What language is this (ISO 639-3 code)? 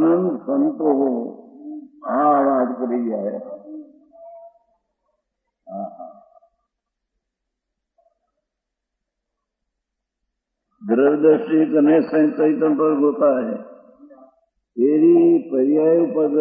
hin